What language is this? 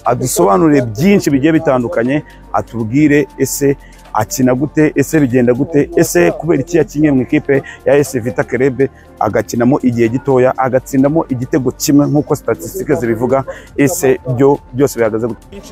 Kinyarwanda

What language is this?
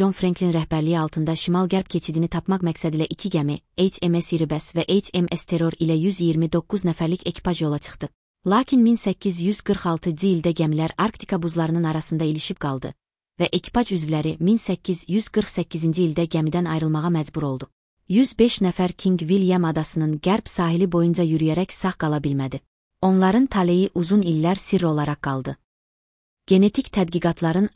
Azerbaijani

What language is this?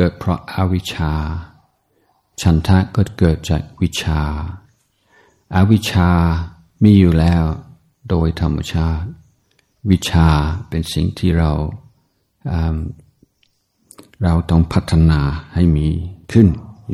Thai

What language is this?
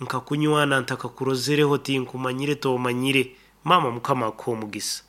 Nyankole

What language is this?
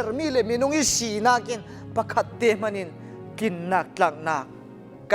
Falam Chin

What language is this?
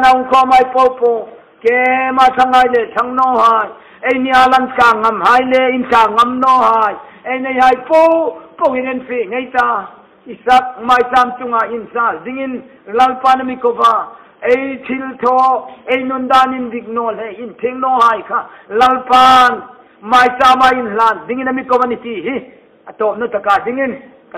Hmar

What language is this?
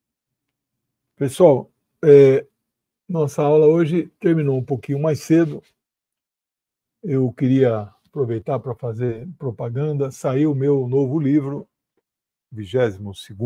Portuguese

